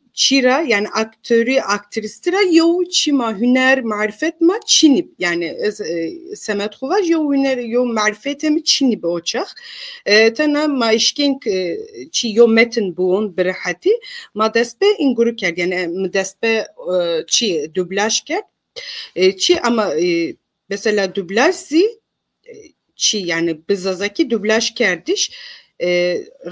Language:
Zaza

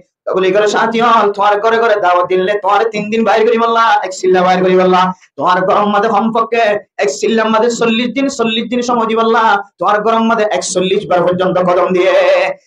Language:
Rohingya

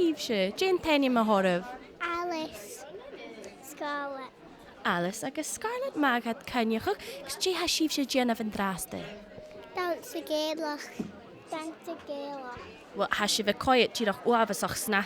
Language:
Scottish Gaelic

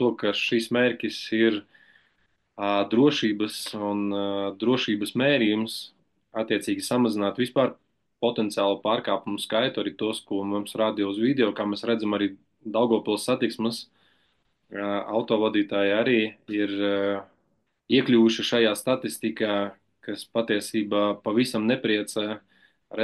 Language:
Latvian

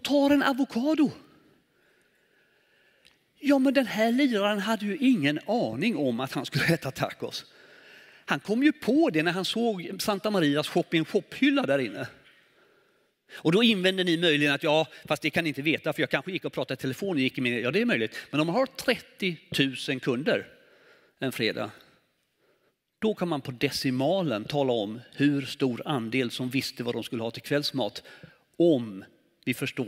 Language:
Swedish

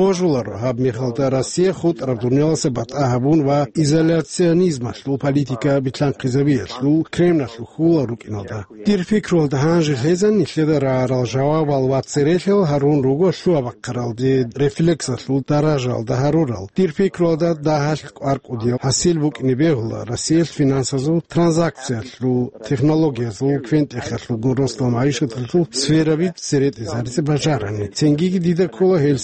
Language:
Avaric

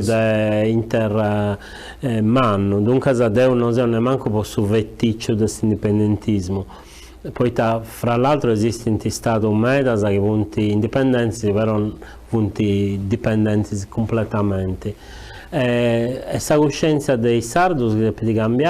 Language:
Sardinian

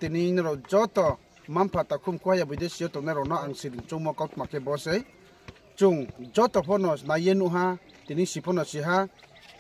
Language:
Riang (India)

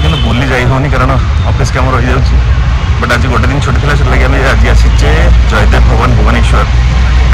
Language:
Odia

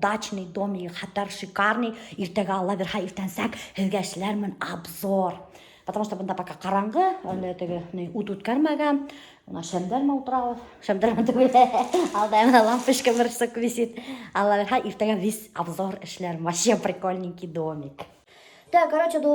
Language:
Bashkir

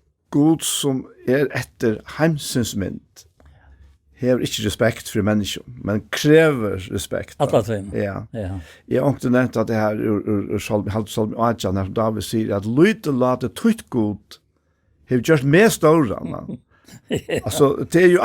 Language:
Faroese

